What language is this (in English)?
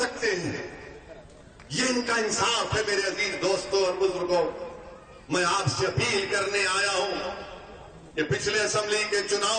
Urdu